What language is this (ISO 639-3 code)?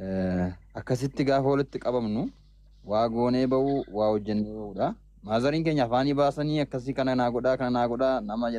orm